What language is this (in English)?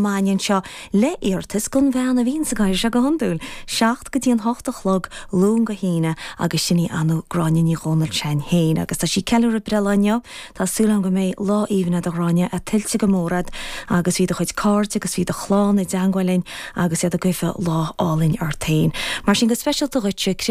Irish